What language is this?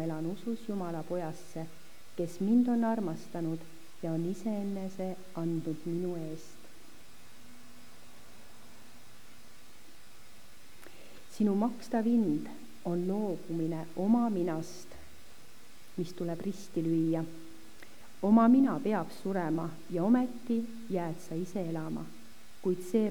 Estonian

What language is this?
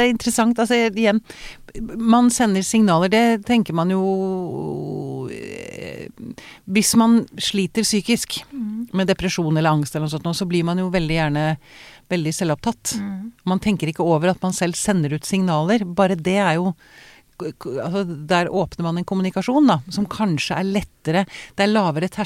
Norwegian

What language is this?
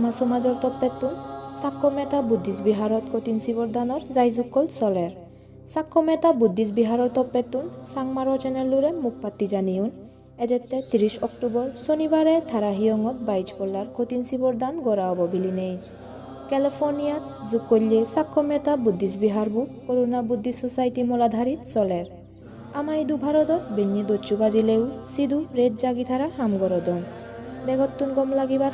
Chakma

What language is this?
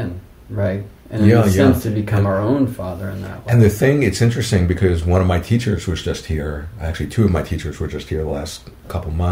English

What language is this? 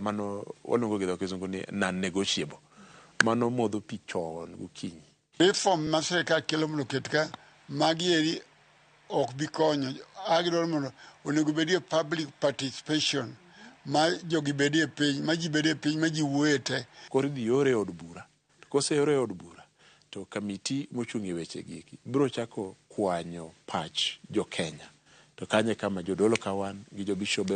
Luo (Kenya and Tanzania)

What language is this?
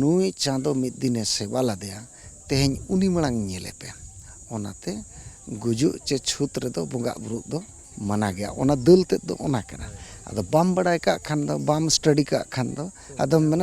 Santali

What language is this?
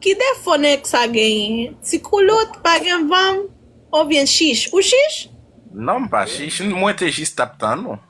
Haitian Creole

